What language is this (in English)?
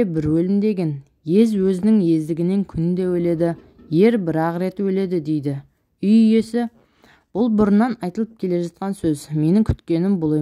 Kazakh